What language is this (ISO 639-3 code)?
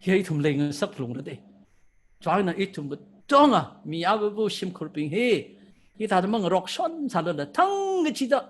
nmf